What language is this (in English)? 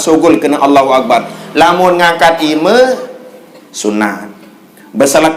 Sasak